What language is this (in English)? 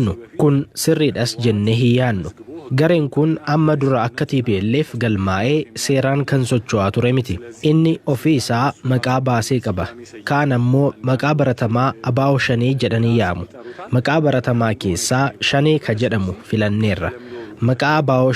Oromo